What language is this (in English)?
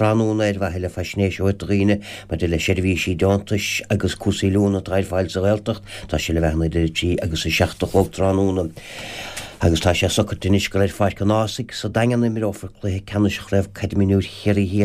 Irish